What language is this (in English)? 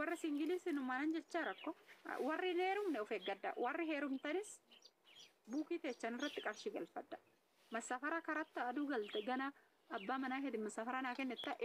Oromo